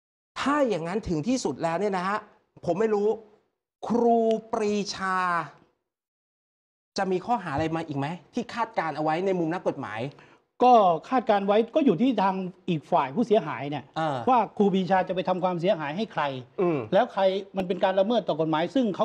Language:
Thai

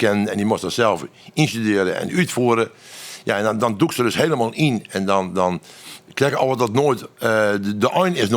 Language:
Western Frisian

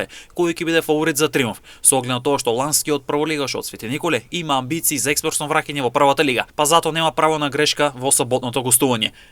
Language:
Macedonian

